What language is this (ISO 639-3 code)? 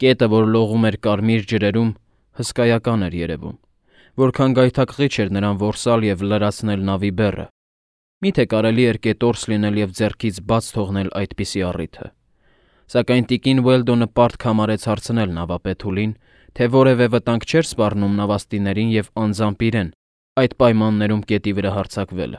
hye